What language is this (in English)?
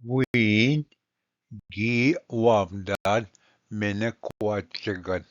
Ojibwa